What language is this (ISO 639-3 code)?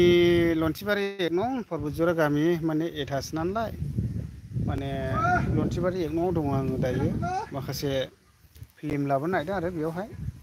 brx